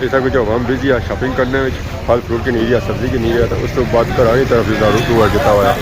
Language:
Pahari-Potwari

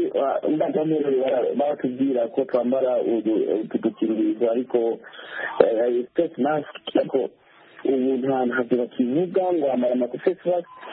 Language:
Kinyarwanda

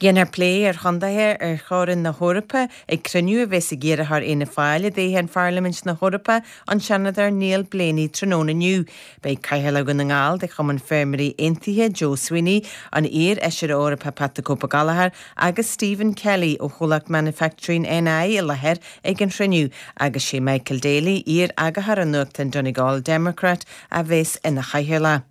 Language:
Irish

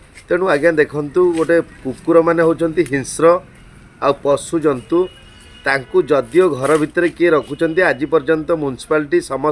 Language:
Odia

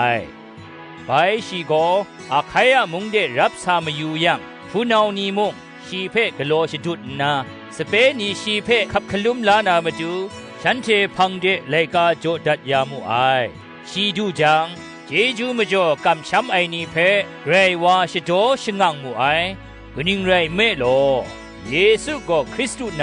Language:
Kachin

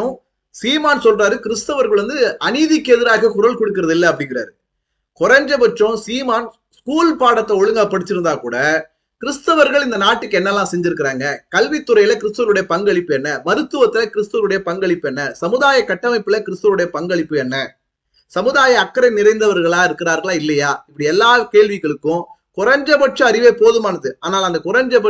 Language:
Tamil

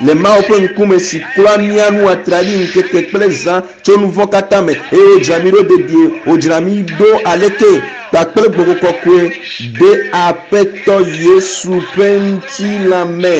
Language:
Ewe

